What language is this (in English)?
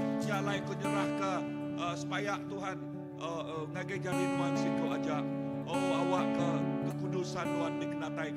Iban